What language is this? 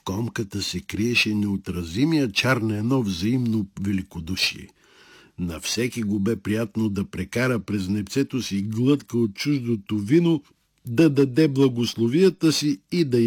Bulgarian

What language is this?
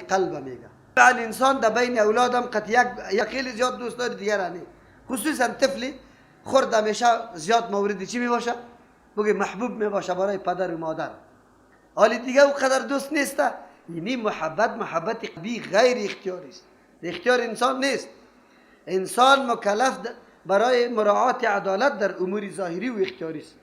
Persian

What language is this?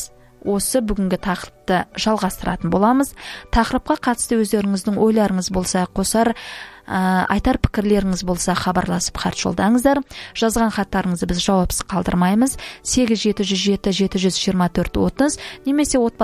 Kazakh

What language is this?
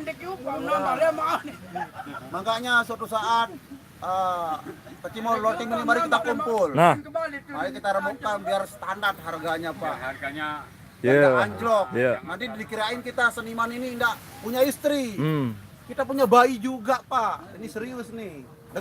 Sasak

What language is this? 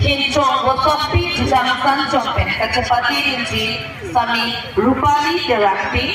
Karbi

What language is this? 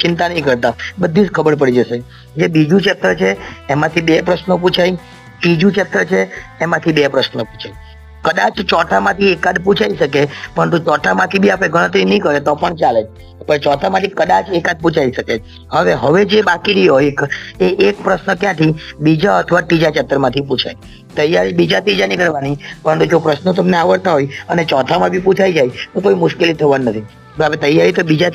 Gujarati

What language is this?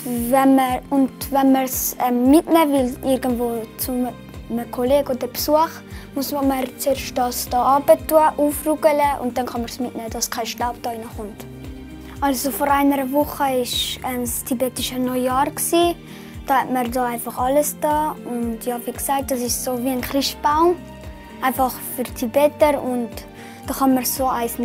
Swiss German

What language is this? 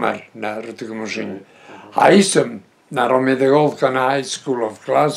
Breton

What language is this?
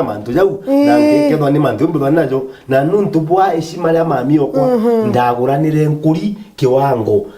Meru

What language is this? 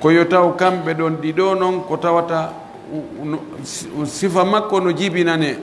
Pular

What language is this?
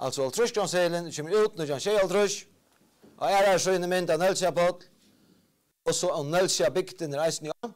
Faroese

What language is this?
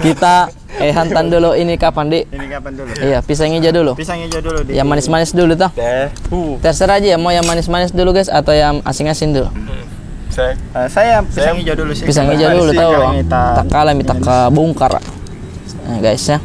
Makassar Malay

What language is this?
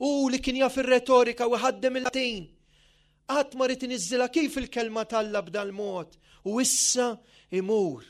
Maltese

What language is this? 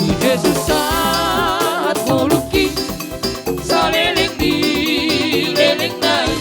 Batak Toba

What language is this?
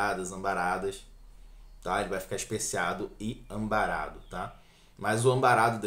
Portuguese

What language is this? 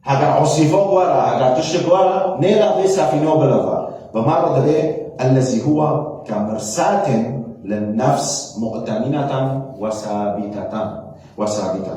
Kurdish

